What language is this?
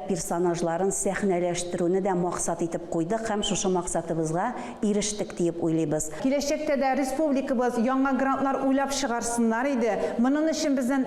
Tatar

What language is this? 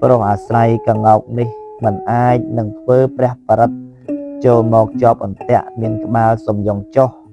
Khmer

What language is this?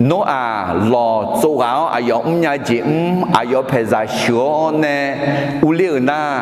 Akha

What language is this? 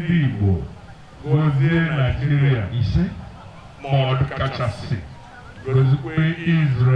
Igbo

